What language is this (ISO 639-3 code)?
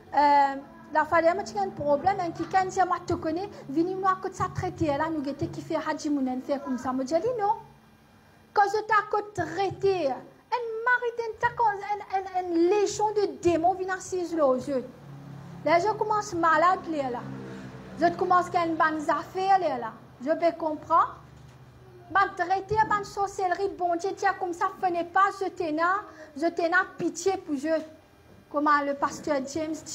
mfe